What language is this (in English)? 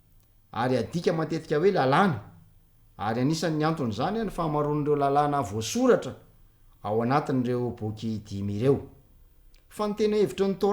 Malagasy